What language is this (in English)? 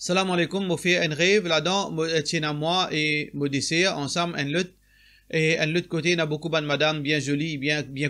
Morisyen